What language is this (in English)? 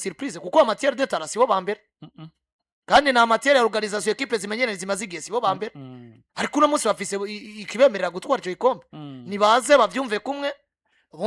Rundi